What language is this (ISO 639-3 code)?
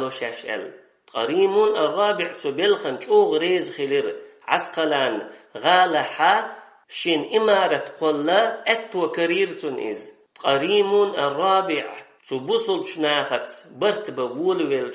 che